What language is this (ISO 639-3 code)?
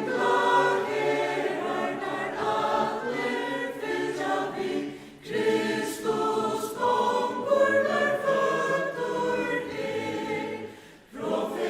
fao